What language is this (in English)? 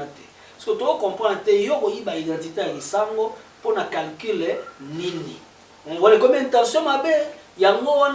Lingala